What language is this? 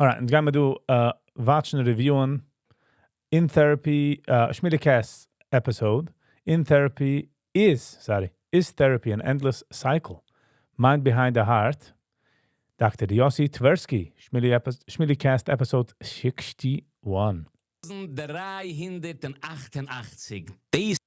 Yiddish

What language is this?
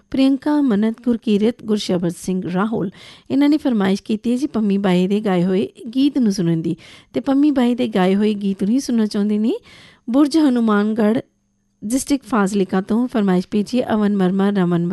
Punjabi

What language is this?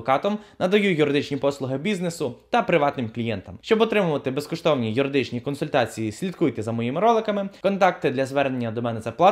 Ukrainian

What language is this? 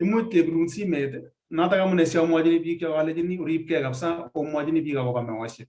Kalenjin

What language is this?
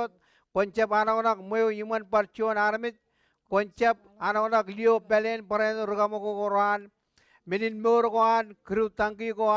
Marshallese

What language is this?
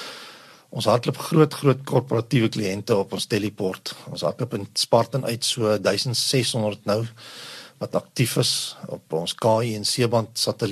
Afrikaans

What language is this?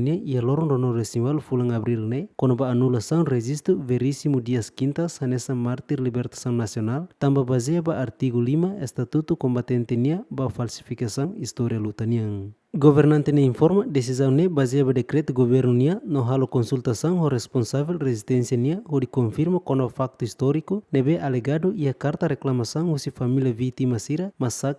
Tetum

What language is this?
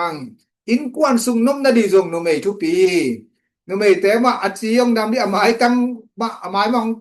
Tedim Chin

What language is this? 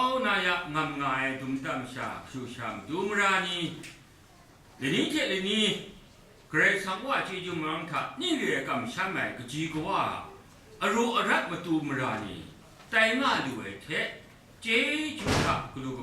Kachin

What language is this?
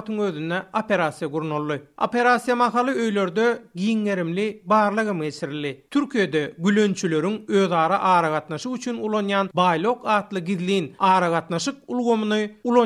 Turkmen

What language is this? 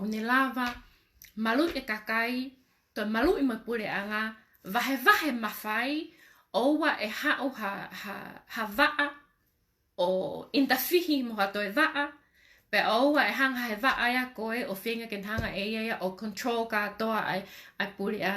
Tongan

